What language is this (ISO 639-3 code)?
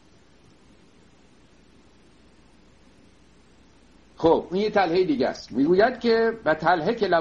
fas